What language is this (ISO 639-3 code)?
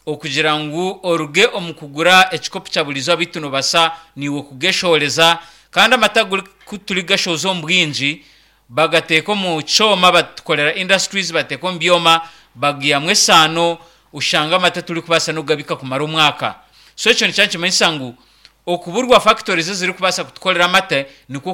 nyn